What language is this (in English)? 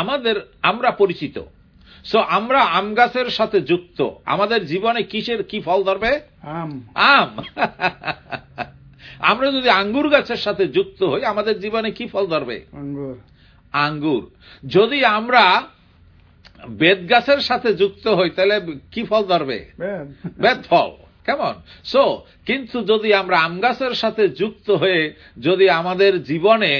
Bangla